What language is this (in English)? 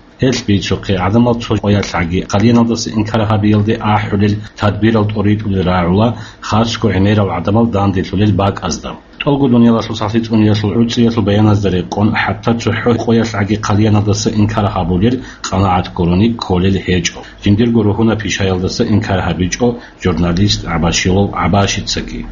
Avaric